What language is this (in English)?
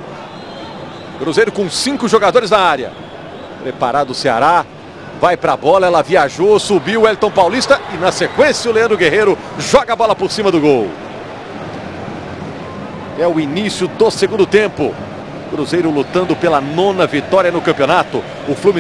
Portuguese